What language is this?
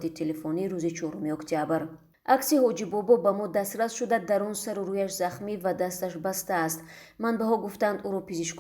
Tajik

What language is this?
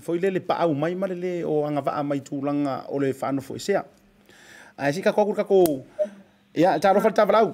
Samoan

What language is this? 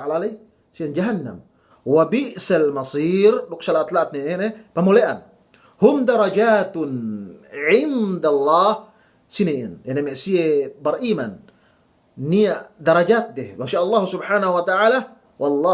Yakan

